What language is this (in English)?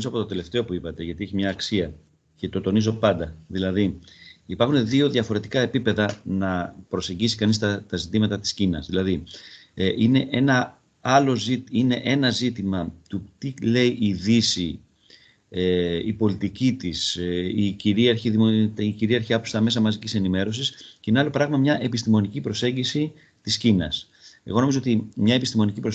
Greek